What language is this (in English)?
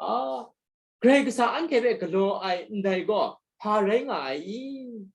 Kachin